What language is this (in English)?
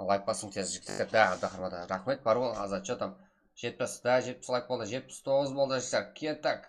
Kara-Kalpak